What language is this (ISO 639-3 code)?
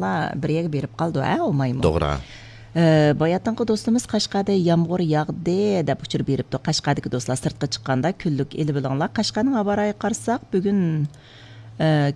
uig